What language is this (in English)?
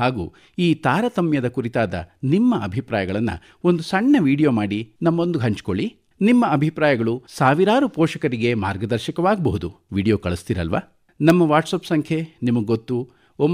Kannada